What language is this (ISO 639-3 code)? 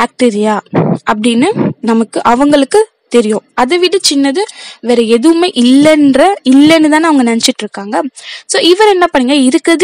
tam